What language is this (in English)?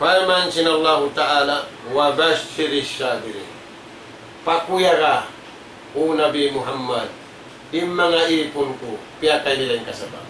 Tausug